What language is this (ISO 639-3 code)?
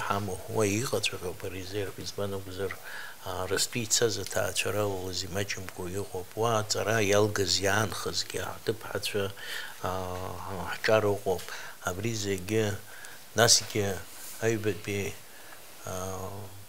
abk